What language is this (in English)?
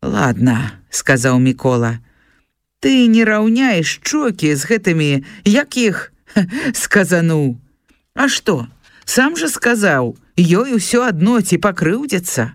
Belarusian